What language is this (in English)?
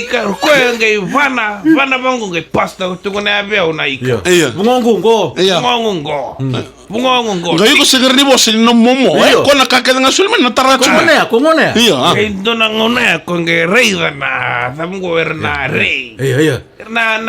Fijian